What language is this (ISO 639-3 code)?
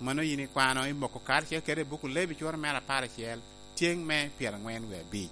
laj